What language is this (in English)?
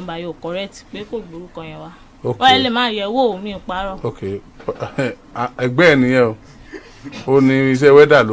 Yoruba